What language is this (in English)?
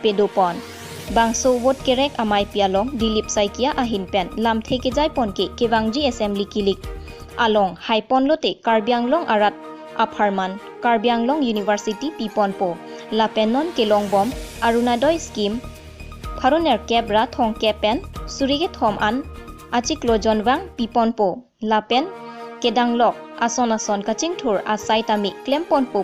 Karbi